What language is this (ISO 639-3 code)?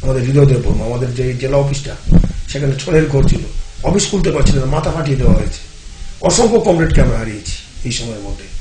ben